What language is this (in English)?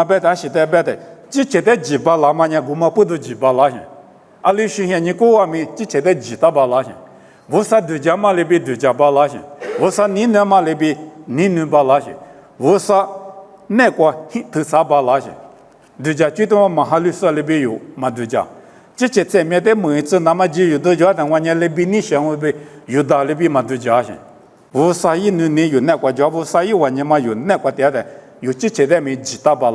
Lisu